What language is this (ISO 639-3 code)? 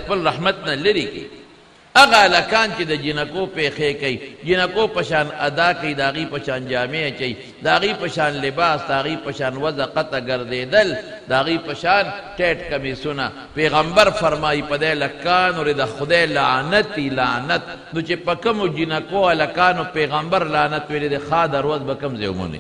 pus